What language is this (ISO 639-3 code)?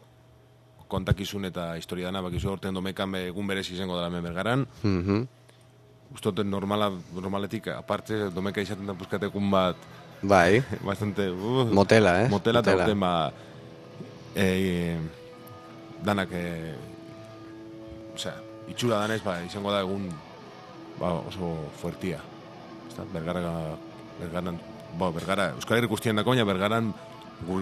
eus